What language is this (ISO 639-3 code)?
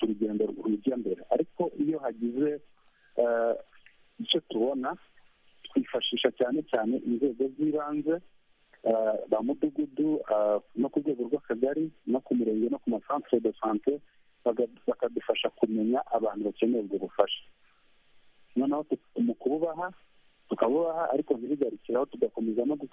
kin